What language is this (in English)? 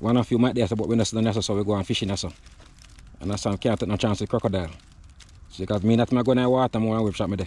Jamaican Creole English